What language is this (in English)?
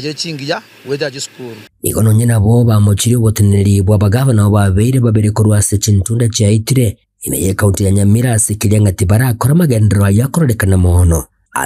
Gusii